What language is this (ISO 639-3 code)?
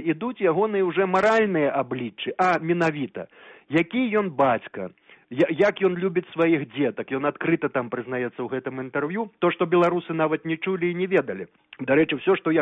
bel